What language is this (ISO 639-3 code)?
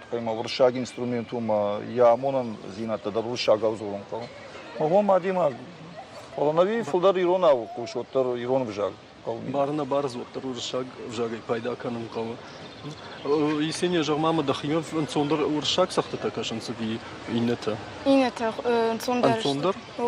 oss